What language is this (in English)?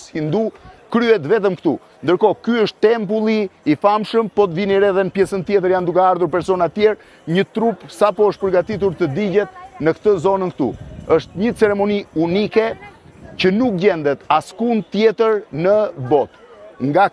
Albanian